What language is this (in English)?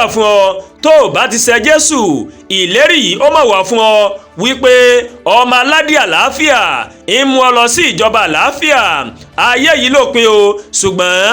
Yoruba